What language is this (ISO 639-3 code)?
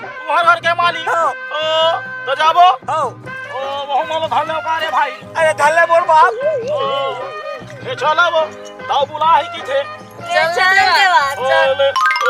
hne